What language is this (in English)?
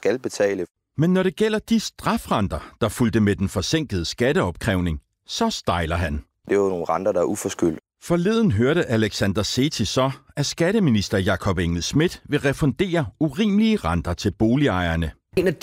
Danish